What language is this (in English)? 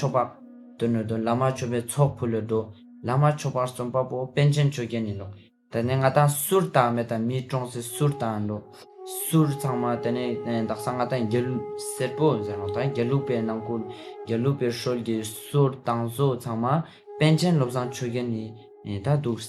Ladakhi